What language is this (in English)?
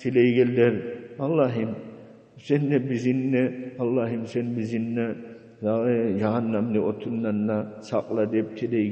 Kumyk